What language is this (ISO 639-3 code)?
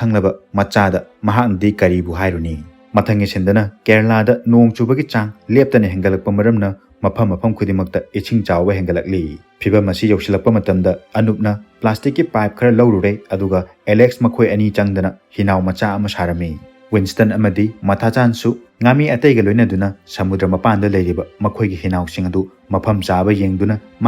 mni